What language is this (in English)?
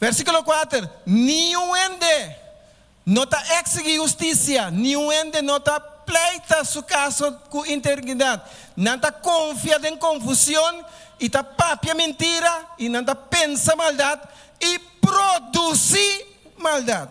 Papiamento